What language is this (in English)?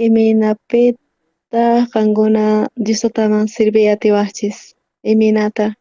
South Bolivian Quechua